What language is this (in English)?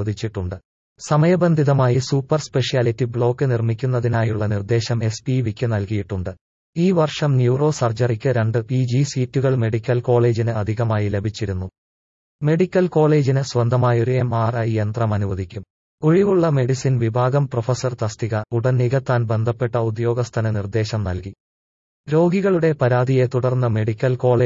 Malayalam